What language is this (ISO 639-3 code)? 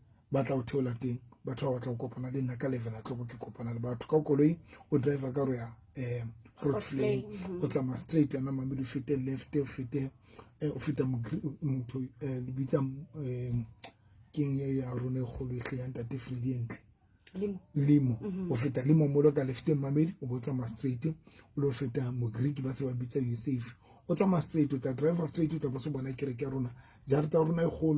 sot